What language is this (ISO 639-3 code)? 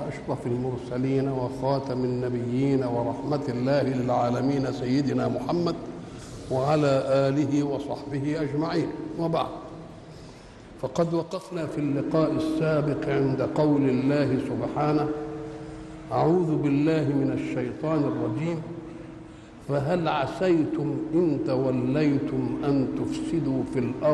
ara